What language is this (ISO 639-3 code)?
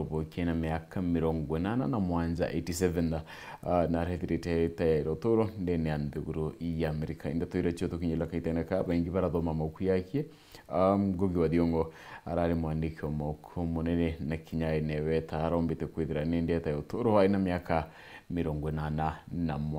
mer